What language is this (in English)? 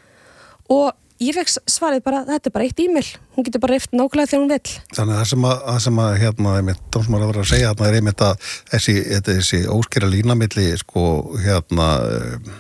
Icelandic